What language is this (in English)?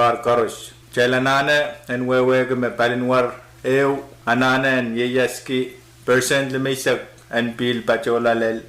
Pohnpeian